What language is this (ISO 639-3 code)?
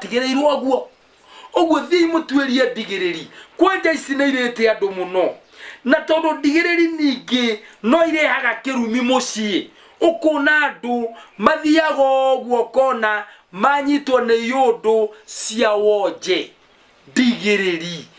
kik